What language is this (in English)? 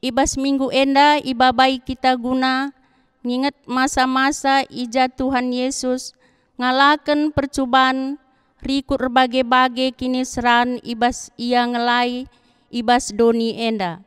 Batak Karo